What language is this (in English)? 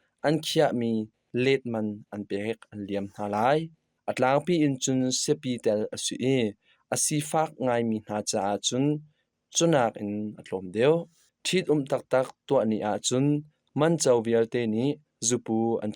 Hakha Chin